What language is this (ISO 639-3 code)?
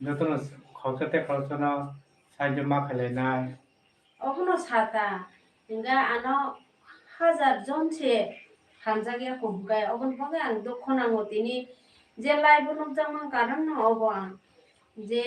trp